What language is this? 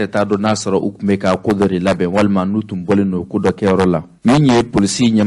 Bambara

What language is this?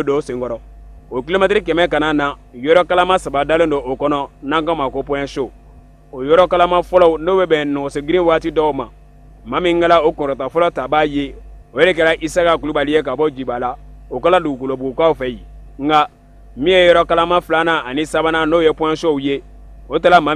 Bambara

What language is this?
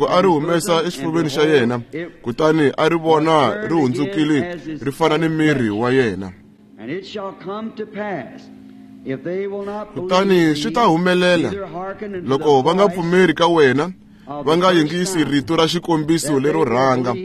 Tsonga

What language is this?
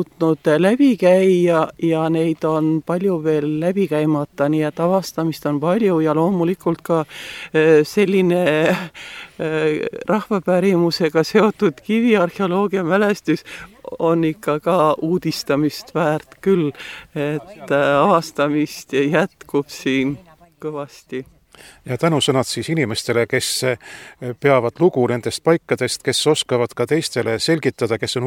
Estonian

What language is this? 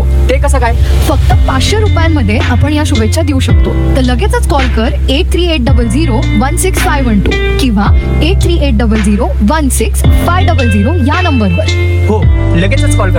Marathi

